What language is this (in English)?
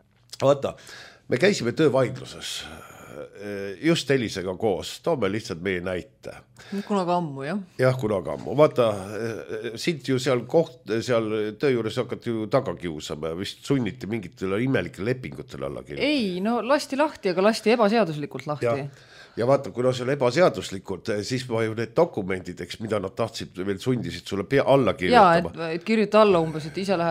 Estonian